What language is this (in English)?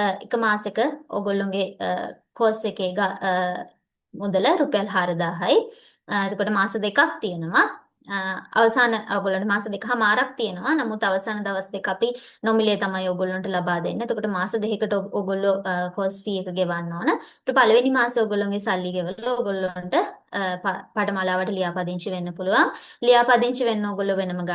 Sinhala